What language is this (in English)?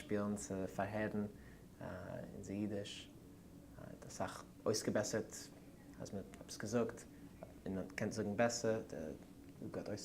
Yiddish